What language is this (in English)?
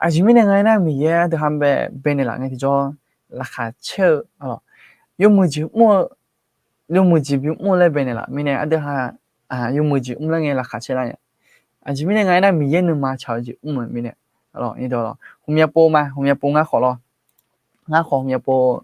Akha